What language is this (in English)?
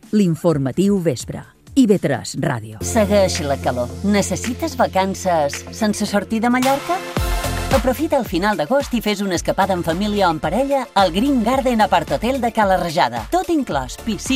Catalan